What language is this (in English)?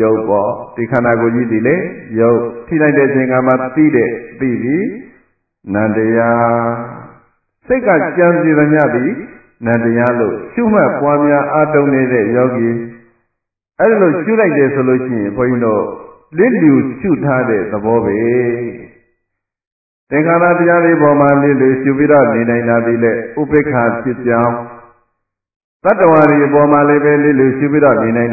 Burmese